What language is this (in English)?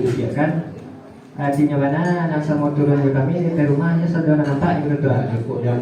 Minangkabau